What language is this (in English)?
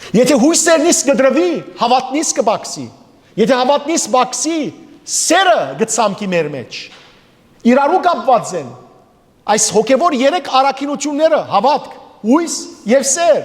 Western Armenian